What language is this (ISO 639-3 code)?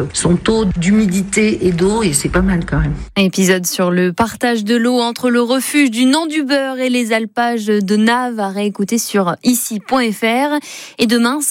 fra